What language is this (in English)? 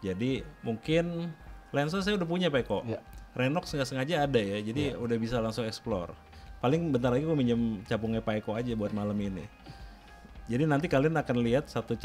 Indonesian